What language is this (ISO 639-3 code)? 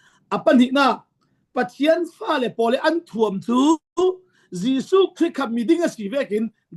cfm